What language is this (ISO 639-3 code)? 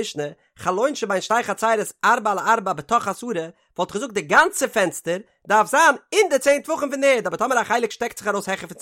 yid